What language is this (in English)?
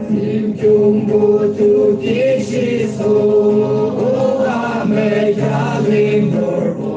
Yimchungru Naga